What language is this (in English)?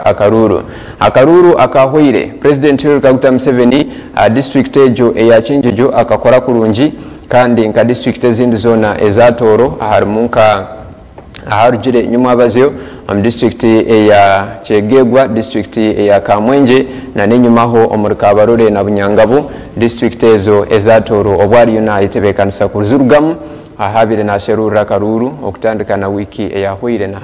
Nyankole